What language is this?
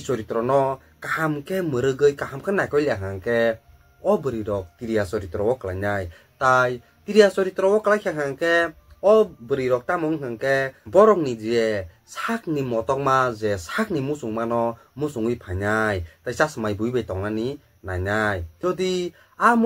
Kok Borok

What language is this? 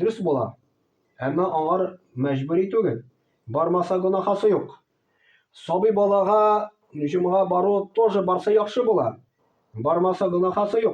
Tatar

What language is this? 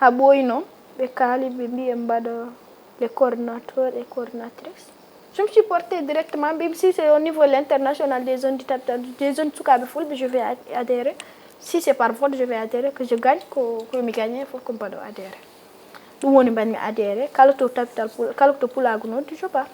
Fula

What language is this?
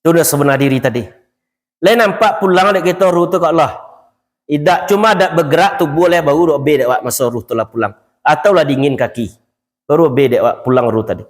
Minangkabau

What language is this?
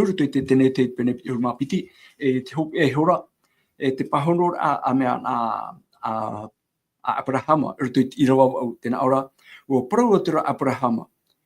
Tahitian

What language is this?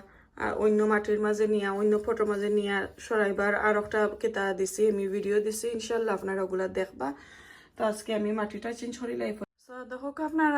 Sylheti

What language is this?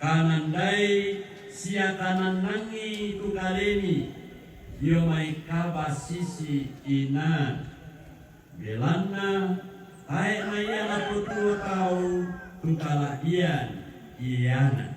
Toraja-Sa'dan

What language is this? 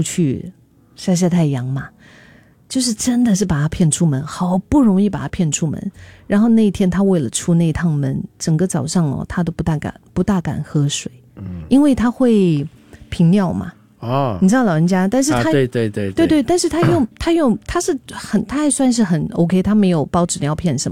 Chinese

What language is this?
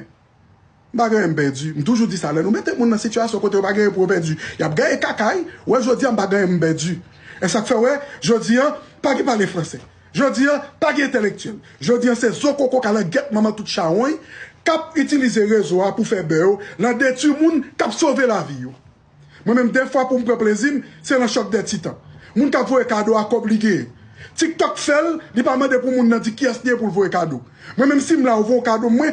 Haitian Creole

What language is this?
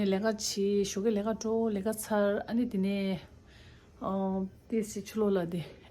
Tibetan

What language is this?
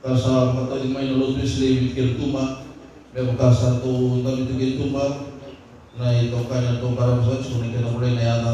Fijian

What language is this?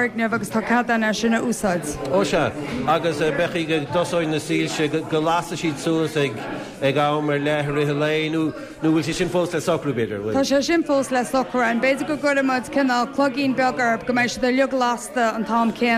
Irish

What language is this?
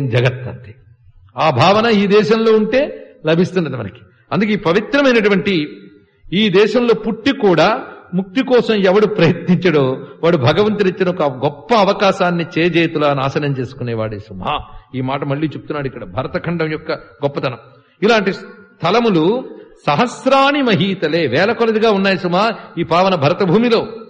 Telugu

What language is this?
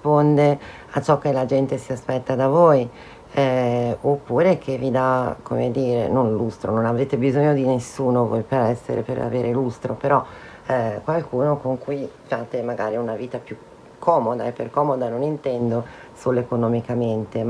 Italian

